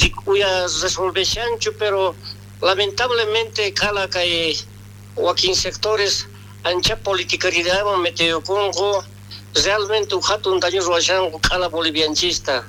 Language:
South Bolivian Quechua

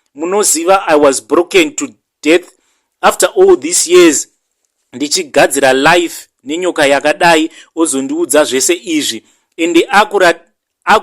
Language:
Shona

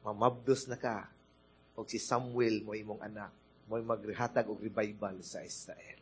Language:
Cebuano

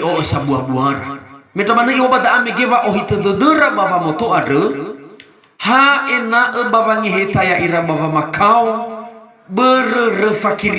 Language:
Nias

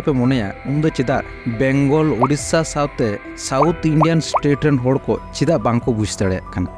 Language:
Santali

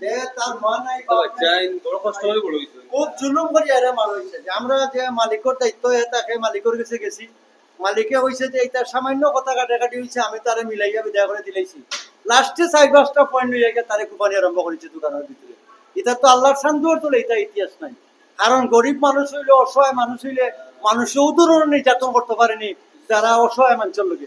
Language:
Sylheti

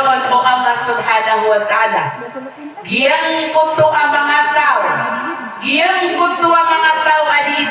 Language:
Maranao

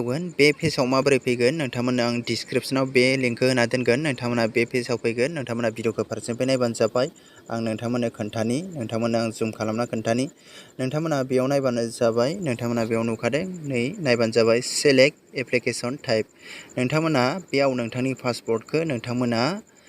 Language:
Bodo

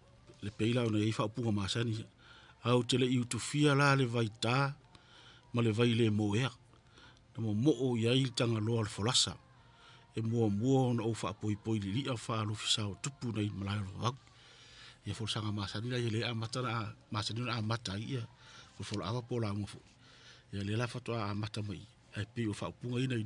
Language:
Samoan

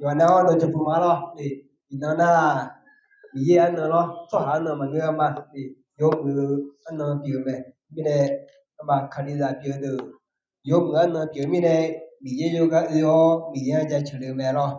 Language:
Akha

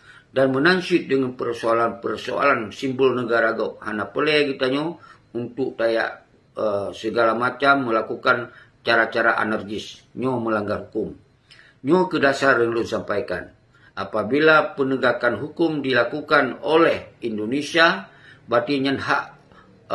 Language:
Achinese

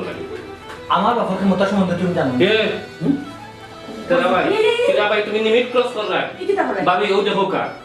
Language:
Sylheti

